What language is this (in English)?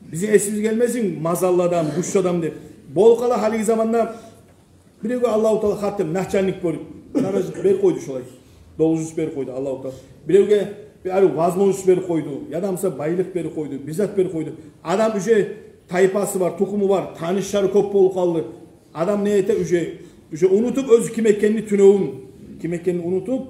Kumyk